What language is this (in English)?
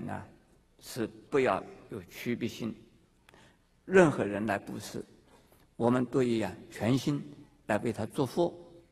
Chinese